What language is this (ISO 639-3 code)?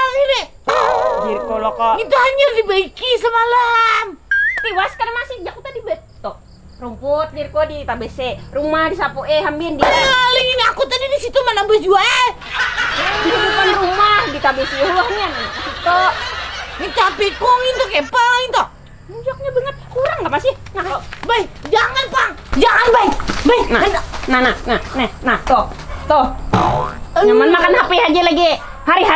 bjn